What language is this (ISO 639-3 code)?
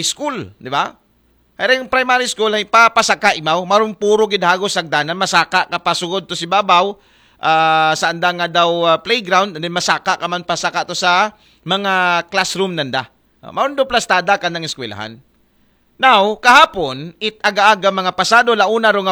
akl